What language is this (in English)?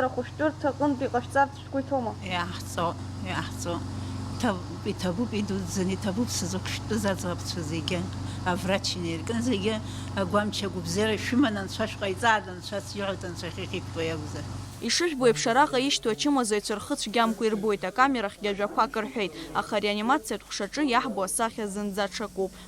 Abkhazian